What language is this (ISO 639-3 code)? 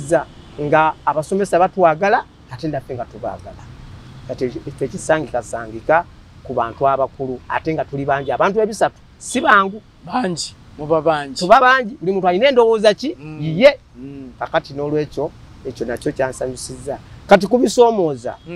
lug